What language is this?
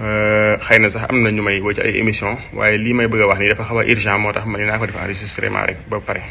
Wolof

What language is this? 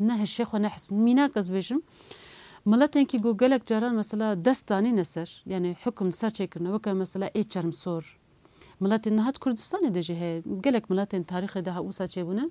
Kurdish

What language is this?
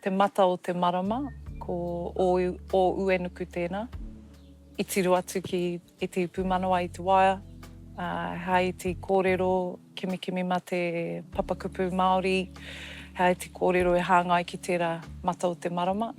Māori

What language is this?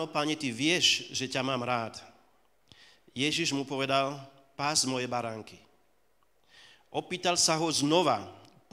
Slovak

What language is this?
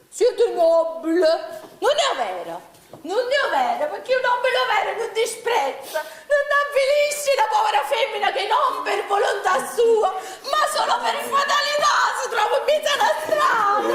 Neapolitan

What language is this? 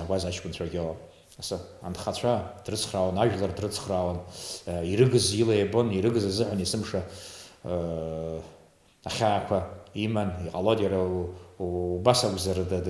Abkhazian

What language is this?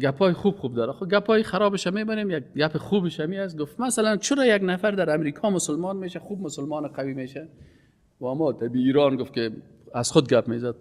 Persian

